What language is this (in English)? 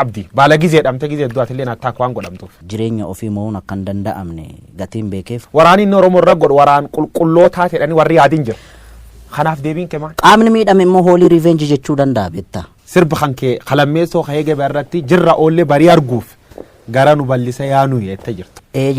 Oromo